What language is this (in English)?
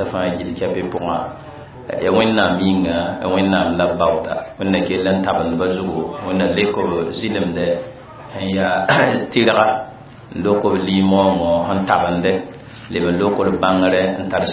Mossi